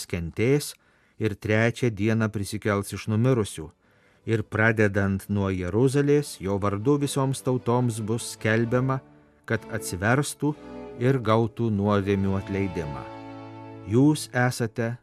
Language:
Lithuanian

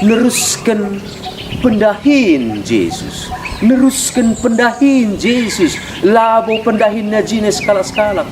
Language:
Batak Karo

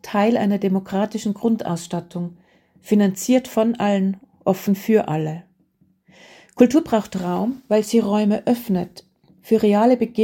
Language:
German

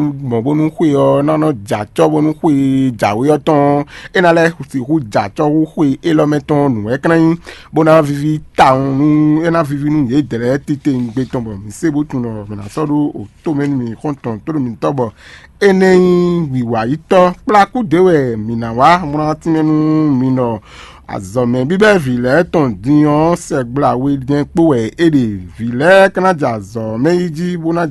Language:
Fon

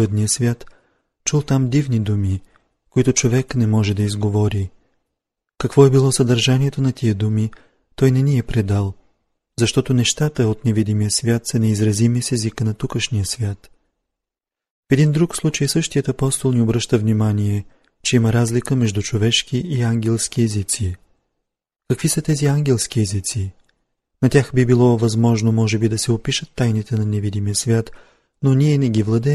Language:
Bulgarian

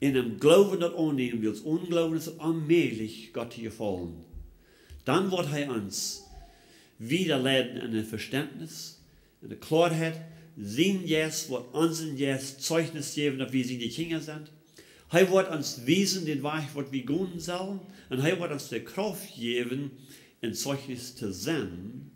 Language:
Plautdietsch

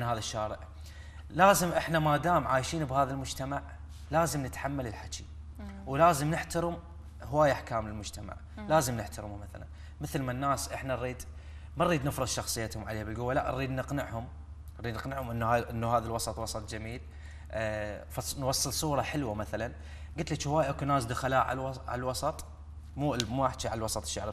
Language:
Mesopotamian Arabic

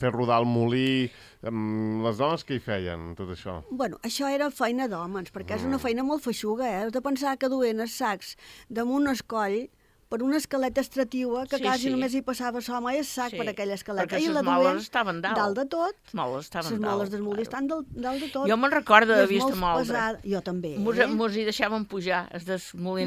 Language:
Catalan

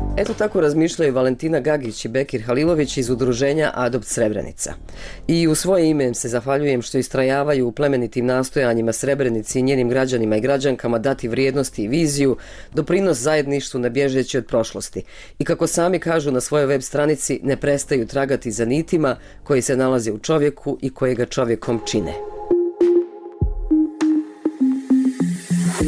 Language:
Bosnian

